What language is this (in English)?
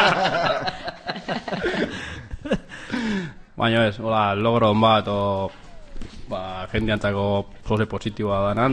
Basque